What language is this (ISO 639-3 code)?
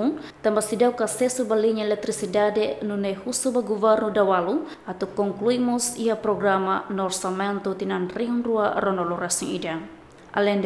tet